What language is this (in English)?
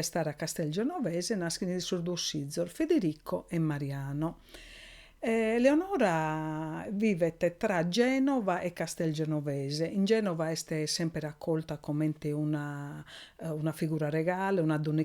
Sardinian